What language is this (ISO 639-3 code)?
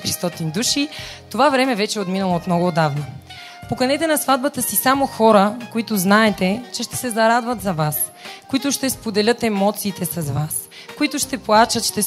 bul